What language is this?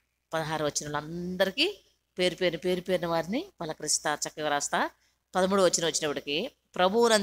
Telugu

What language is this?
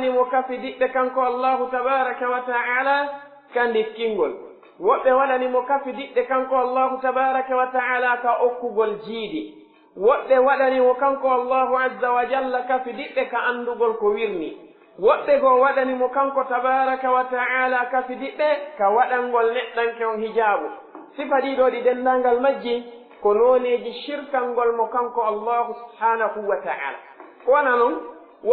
Pular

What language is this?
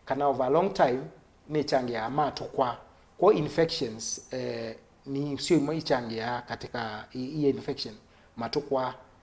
Kamba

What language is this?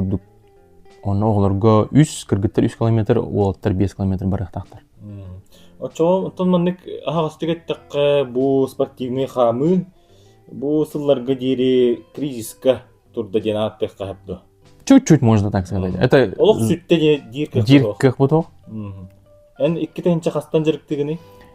Yakut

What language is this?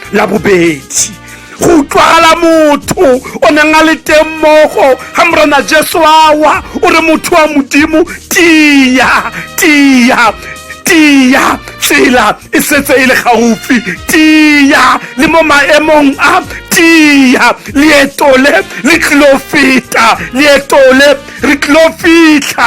Tswana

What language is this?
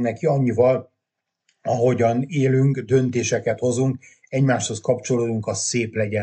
Hungarian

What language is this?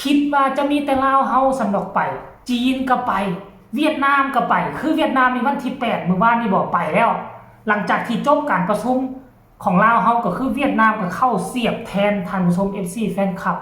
Lao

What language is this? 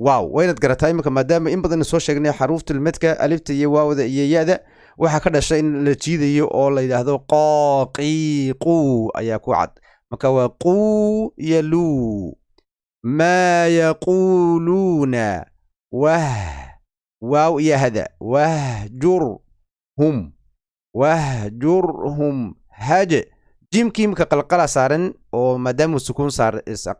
Somali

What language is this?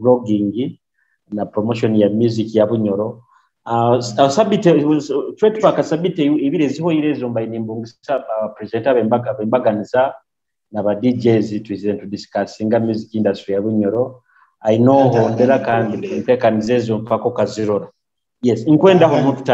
Nyoro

